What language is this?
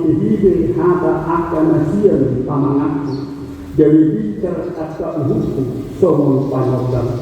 Batak Toba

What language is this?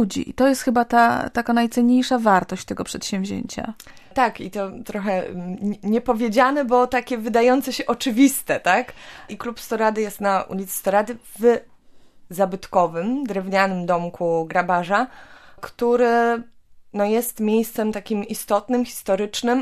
Polish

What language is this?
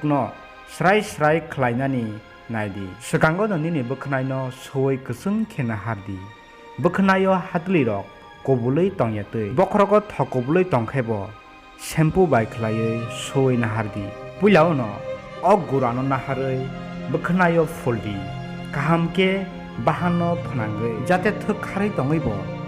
Kok Borok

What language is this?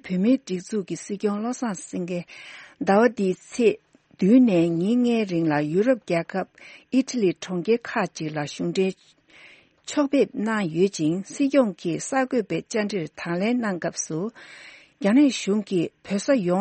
Tibetan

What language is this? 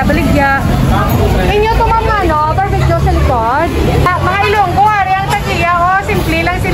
Hiligaynon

